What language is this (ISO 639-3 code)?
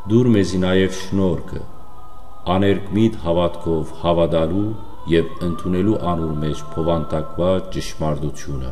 hyw